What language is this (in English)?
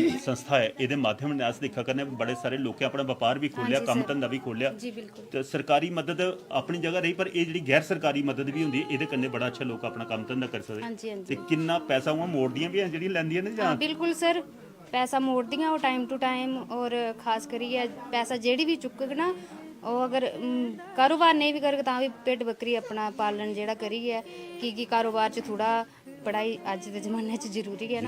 Dogri